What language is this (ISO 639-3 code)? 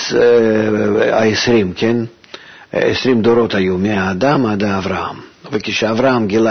heb